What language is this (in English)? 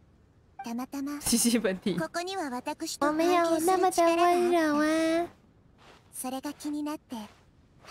Chinese